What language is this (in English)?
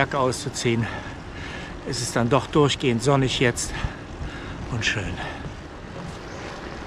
German